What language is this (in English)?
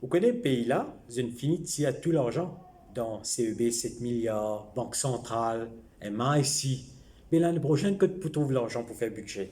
Morisyen